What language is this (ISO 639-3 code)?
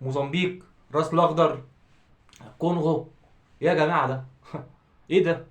arz